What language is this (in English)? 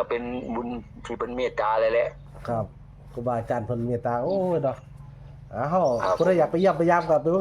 Northeastern Thai